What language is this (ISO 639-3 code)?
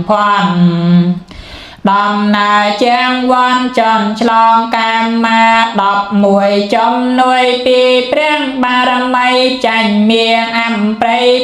khm